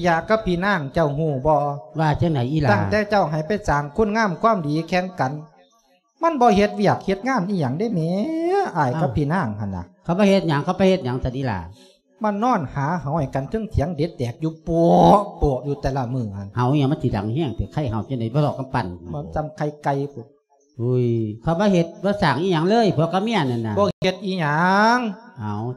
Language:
Lao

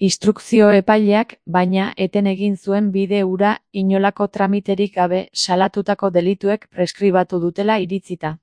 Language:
Basque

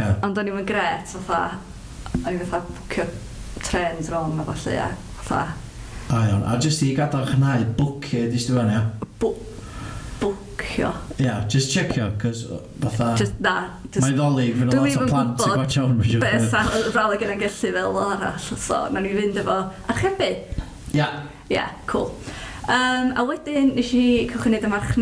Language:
Welsh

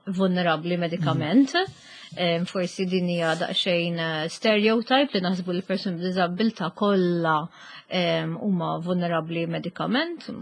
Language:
Maltese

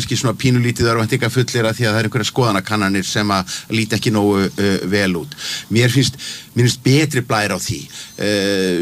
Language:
Icelandic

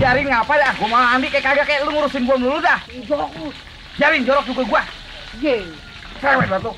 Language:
Betawi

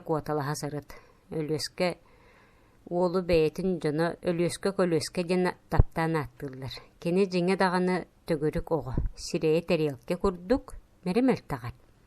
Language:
Yakut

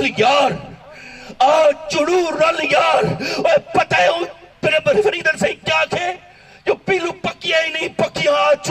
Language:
Saraiki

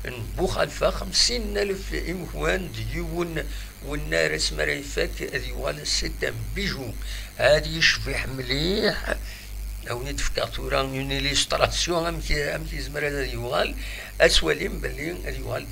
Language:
Kabyle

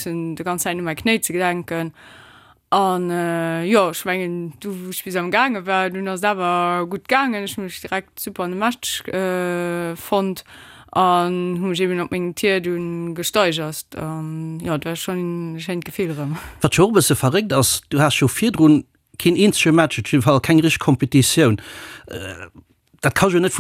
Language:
Luxembourgish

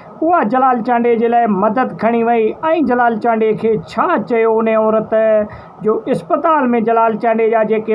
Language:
Sindhi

